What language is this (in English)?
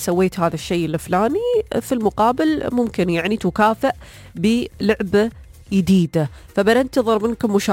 Gulf Arabic